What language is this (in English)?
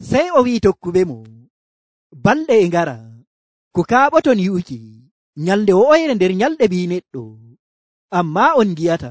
Nigerian Fulfulde